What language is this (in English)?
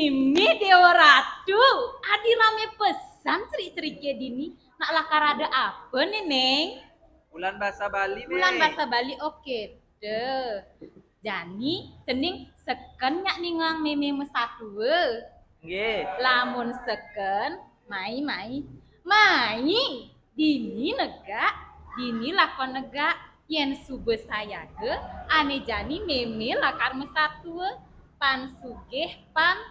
Balinese